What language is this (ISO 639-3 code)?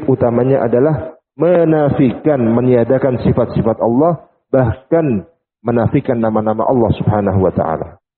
ind